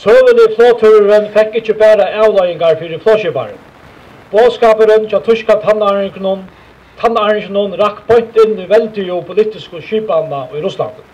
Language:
Faroese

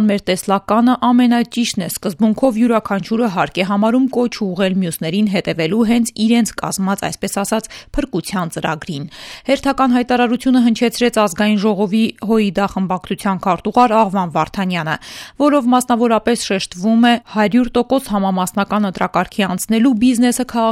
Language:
Armenian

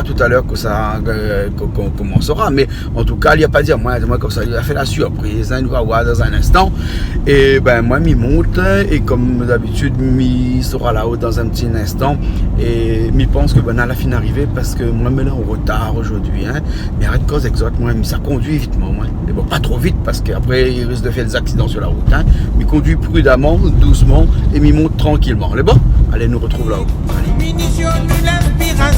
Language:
Réunion Creole French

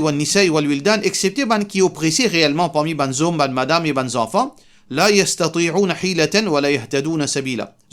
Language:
Morisyen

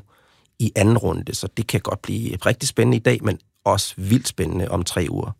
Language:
Danish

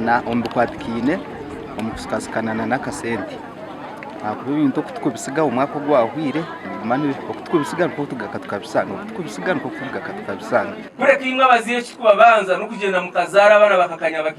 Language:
Nyankole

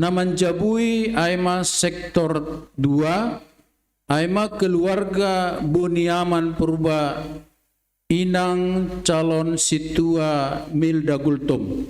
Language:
Batak Simalungun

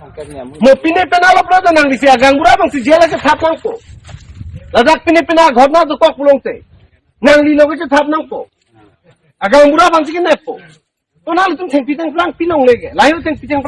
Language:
Karbi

